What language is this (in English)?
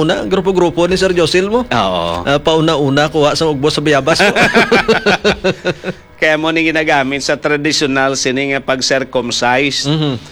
Hiligaynon